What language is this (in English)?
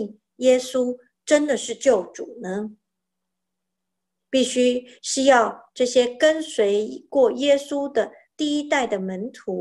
Chinese